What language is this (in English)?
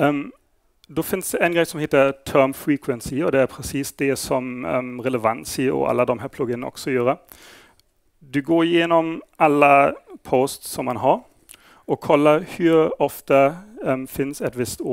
Swedish